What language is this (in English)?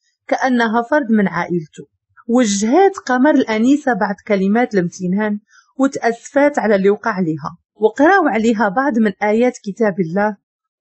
Moroccan Arabic